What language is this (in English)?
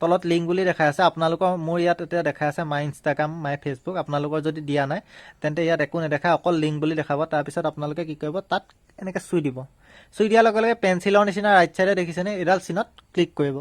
Assamese